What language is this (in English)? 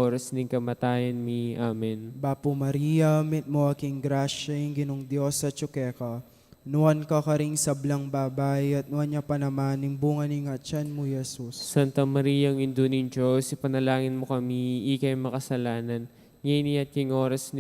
Pampanga